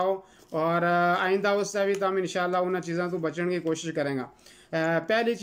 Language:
Gujari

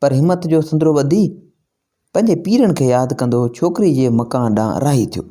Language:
Sindhi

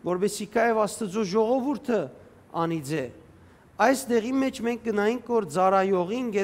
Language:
Western Armenian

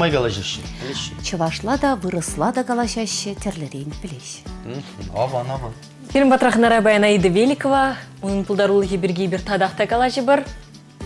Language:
Chuvash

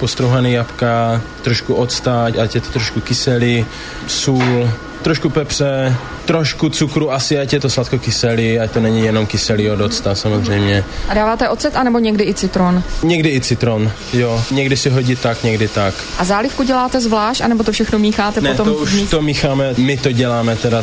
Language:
Czech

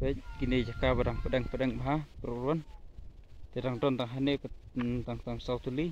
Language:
Khasi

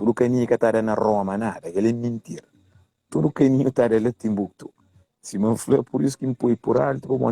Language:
Kabuverdianu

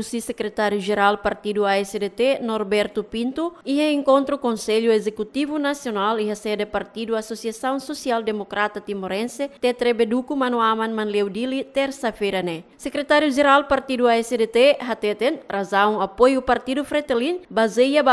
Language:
Tetum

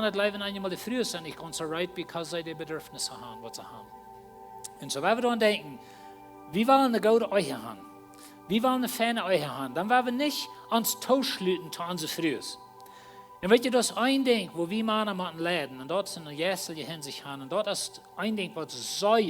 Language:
Plautdietsch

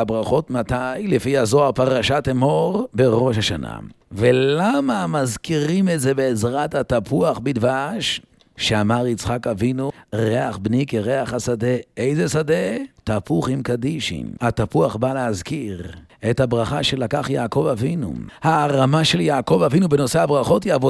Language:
Hebrew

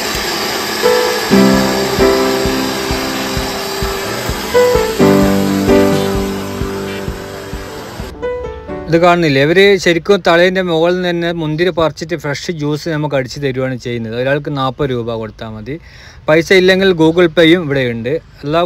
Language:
Malayalam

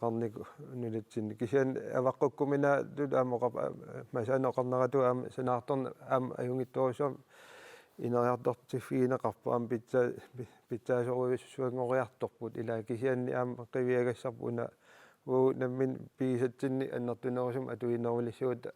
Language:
Kalaallisut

